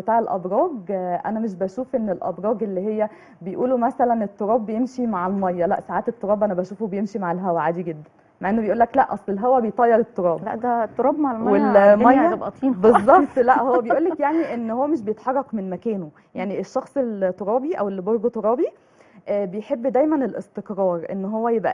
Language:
Egyptian Arabic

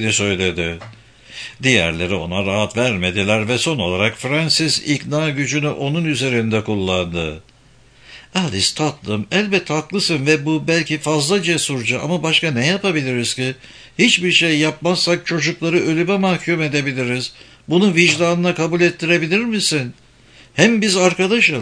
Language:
Turkish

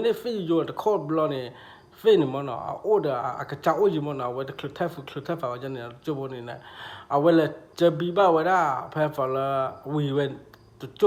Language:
S'gaw Karen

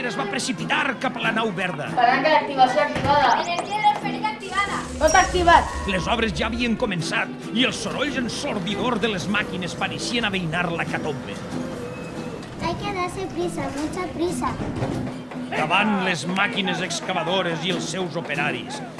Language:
Catalan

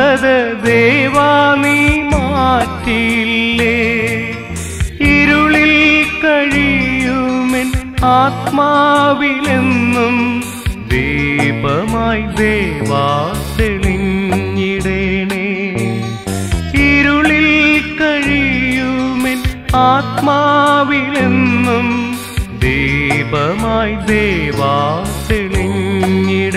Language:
Malayalam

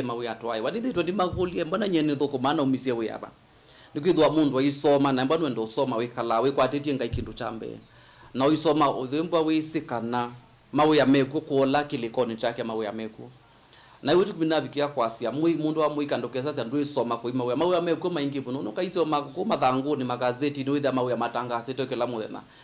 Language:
Kamba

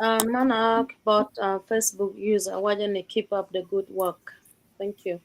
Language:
Acoli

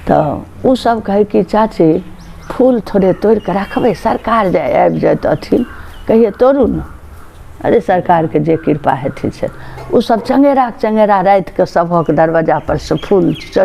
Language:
Maithili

